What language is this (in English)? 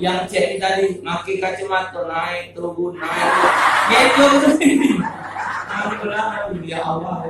Musi